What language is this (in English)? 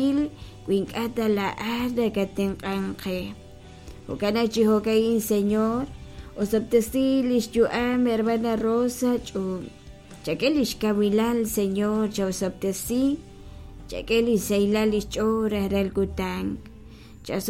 Kekchí